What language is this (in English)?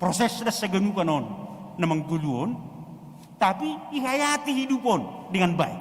Batak Simalungun